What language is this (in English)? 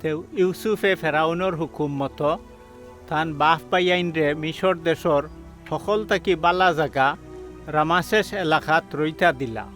Sylheti